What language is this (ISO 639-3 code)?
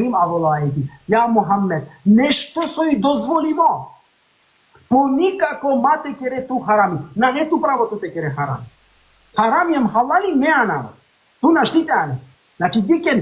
rmn